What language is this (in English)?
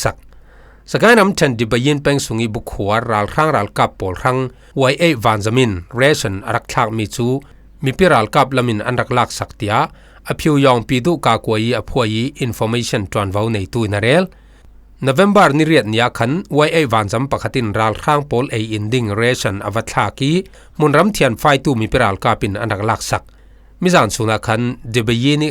Falam Chin